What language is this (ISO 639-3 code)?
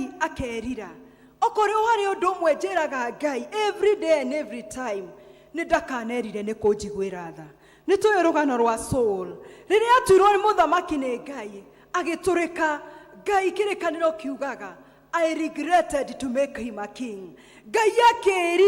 kik